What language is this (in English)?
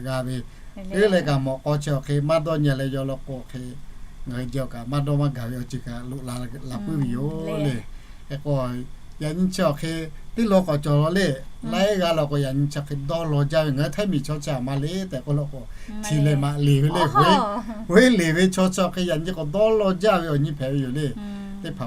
Lahu